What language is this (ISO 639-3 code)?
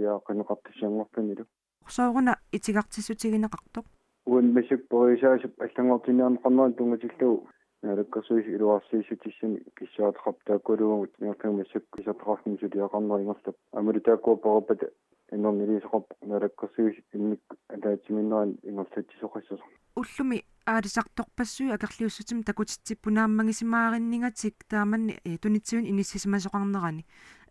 kal